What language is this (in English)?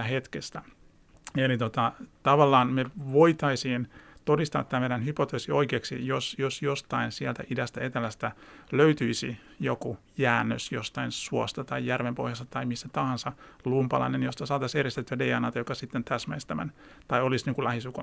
Finnish